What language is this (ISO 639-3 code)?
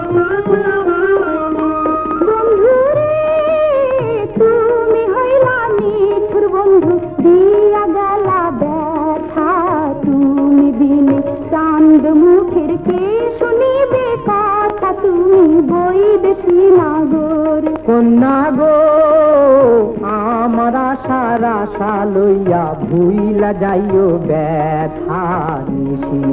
ben